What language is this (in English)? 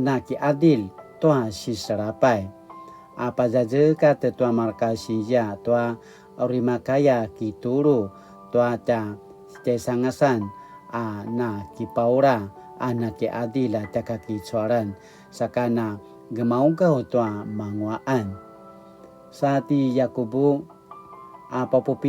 Paiwan